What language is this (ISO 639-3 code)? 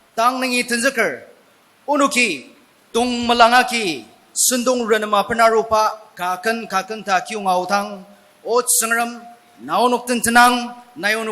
njo